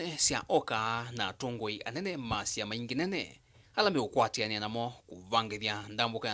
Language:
Kamba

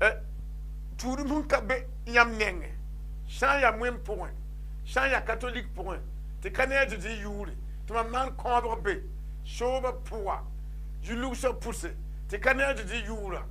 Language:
Mossi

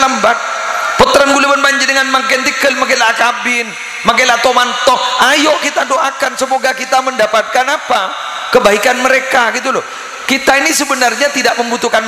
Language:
Madurese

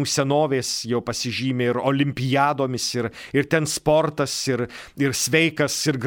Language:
Lithuanian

